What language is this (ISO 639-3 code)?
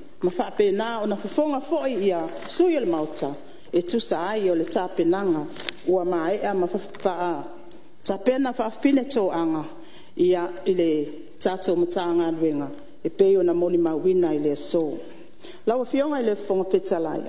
smo